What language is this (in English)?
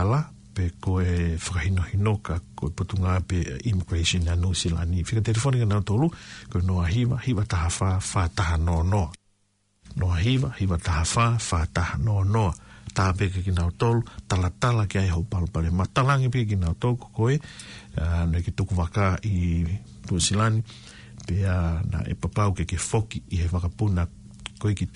Tongan